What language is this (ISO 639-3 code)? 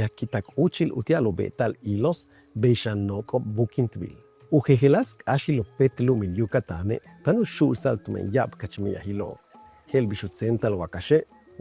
yua